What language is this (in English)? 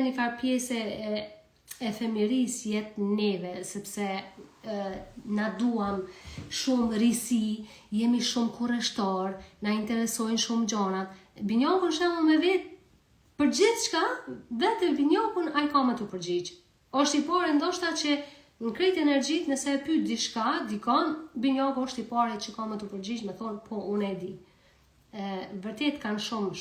Albanian